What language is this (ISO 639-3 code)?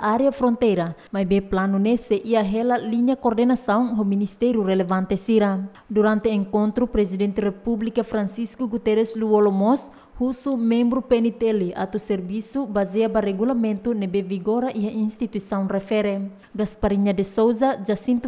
tet